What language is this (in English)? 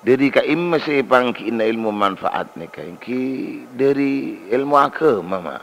Madurese